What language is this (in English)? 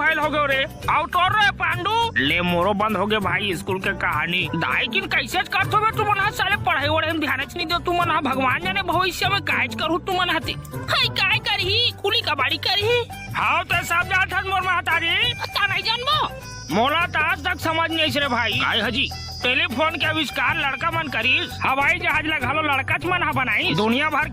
Chhattisgarhi